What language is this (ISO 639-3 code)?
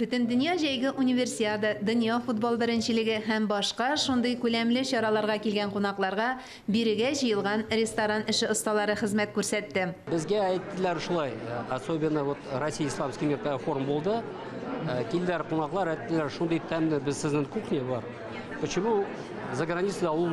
tat